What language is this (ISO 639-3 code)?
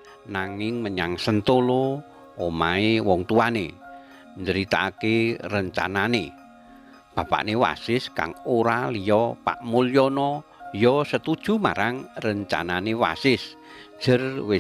jav